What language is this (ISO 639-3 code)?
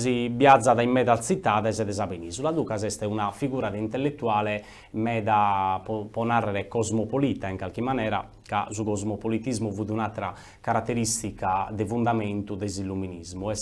srd